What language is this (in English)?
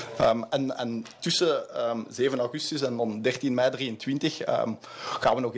Dutch